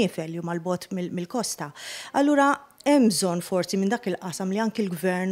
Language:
Maltese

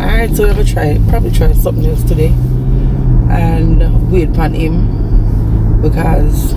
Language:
Jamaican Creole English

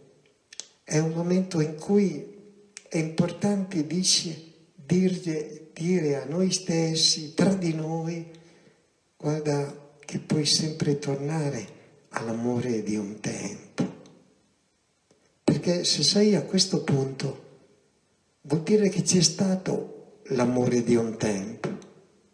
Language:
Italian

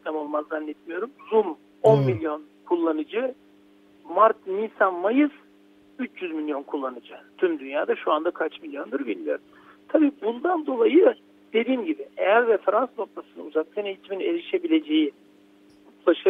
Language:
Turkish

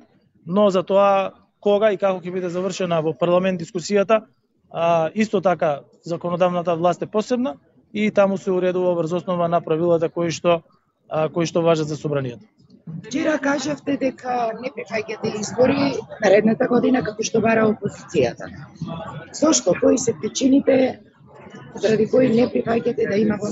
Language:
Macedonian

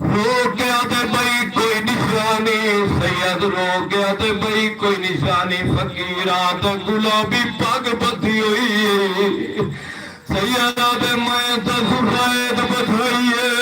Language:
Saraiki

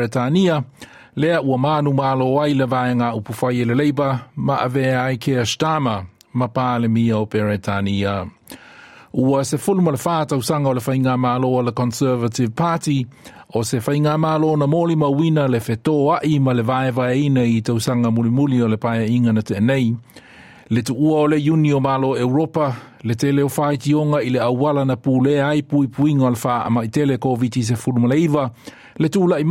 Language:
Samoan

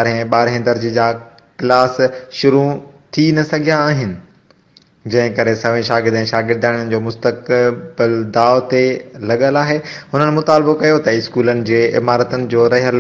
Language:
Sindhi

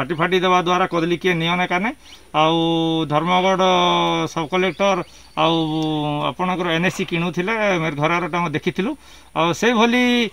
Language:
Odia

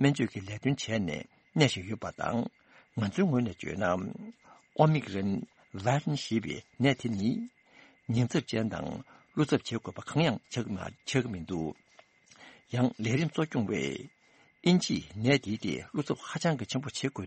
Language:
Tibetan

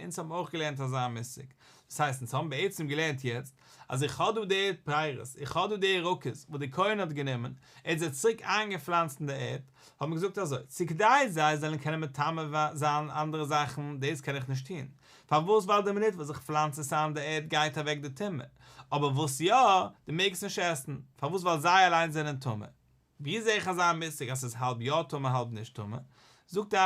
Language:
Yiddish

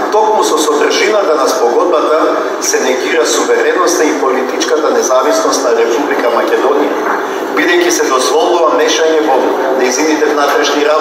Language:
Macedonian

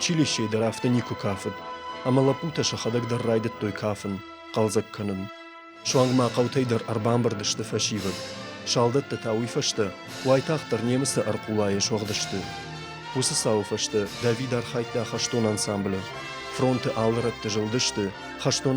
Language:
Ossetic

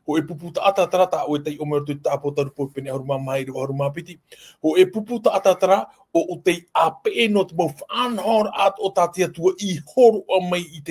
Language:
Tahitian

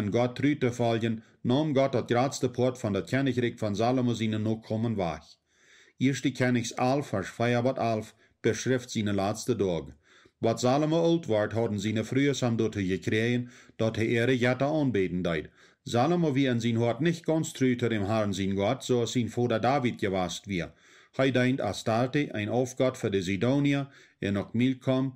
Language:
Plautdietsch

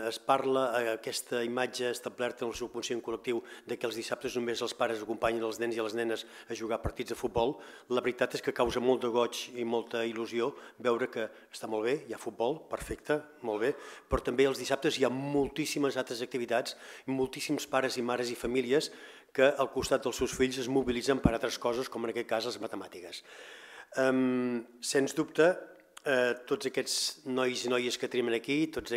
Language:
Catalan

